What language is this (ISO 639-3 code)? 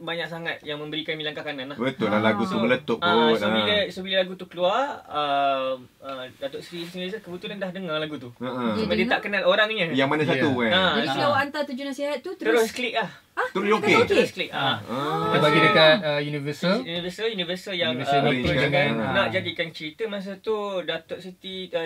msa